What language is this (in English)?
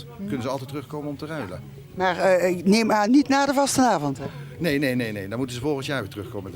Limburgish